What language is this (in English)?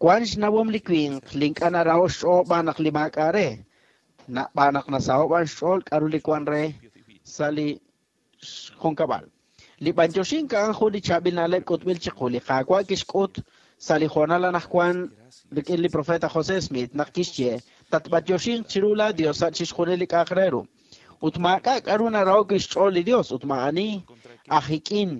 Kekchí